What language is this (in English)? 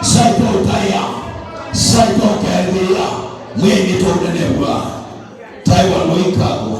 Kamba